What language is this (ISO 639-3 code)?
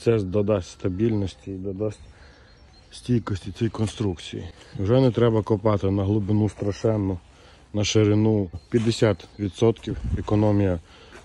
ukr